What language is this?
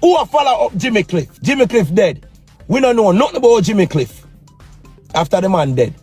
Jamaican Creole English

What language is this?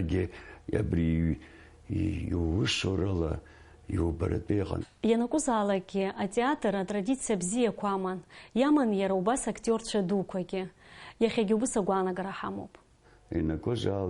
Abkhazian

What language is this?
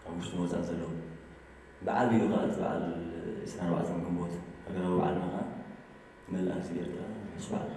Tigrinya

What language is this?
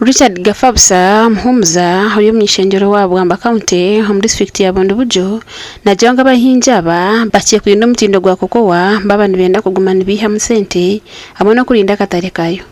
Nyankole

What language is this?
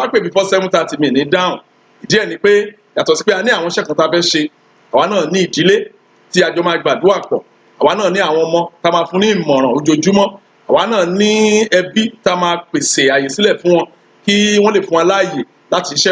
Yoruba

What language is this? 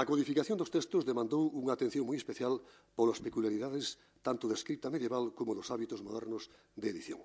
Galician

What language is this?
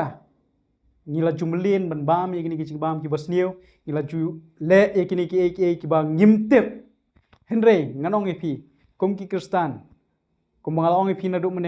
Khasi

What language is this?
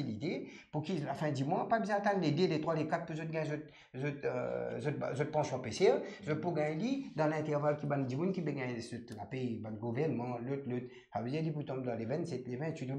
Morisyen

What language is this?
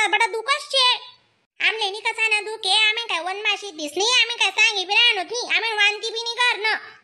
Khandesi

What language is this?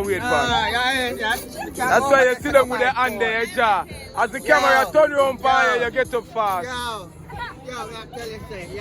Jamaican Creole English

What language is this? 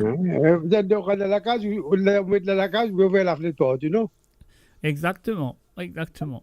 Morisyen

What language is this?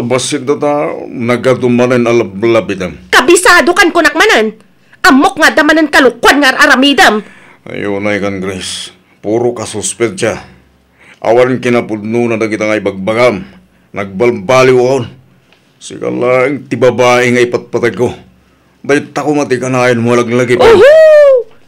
Iloko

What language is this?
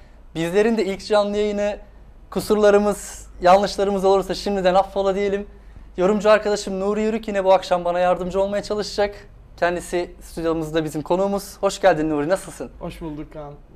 Turkish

